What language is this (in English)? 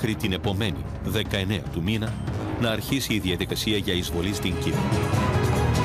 Greek